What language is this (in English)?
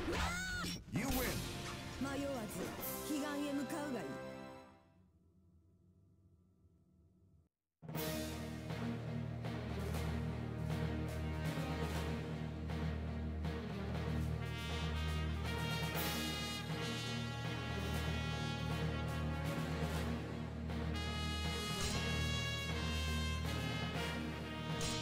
Japanese